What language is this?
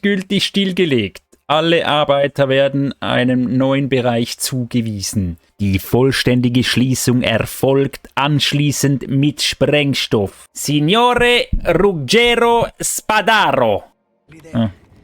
Swiss German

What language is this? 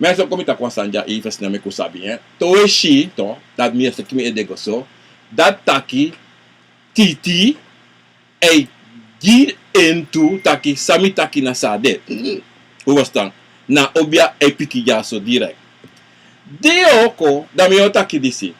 Sranan Tongo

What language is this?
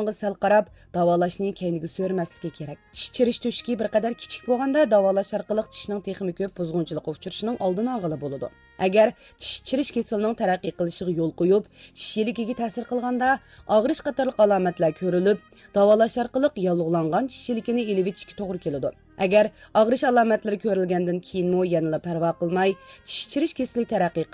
Uyghur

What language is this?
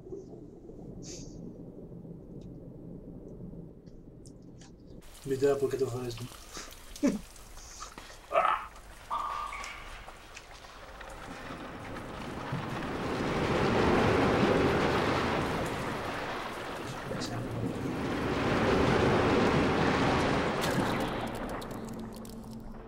Greek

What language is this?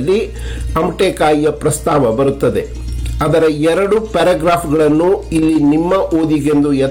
Kannada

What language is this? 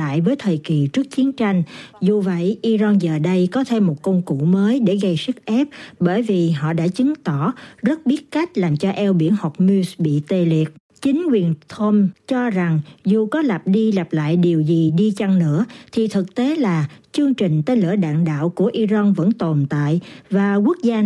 Vietnamese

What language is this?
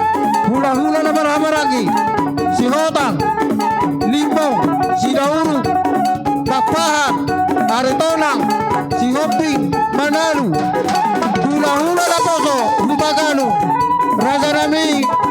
Batak Toba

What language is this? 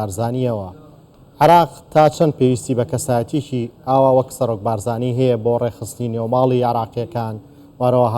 Central Kurdish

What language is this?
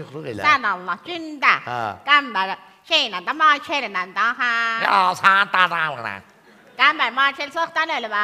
South Azerbaijani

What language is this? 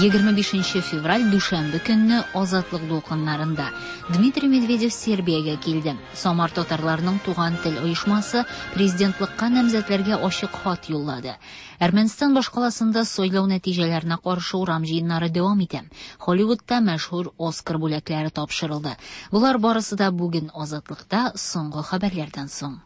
Tatar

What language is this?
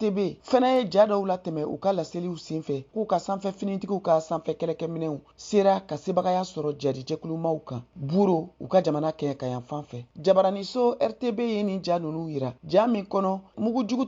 Bambara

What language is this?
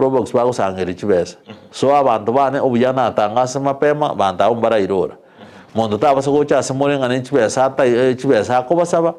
Gusii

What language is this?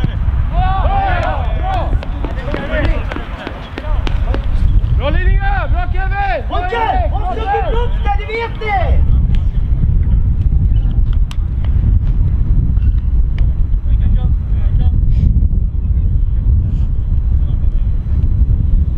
Swedish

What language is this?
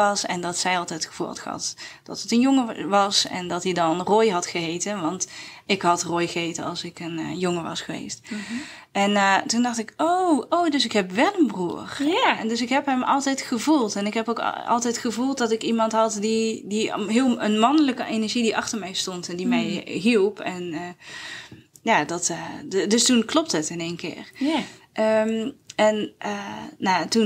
Dutch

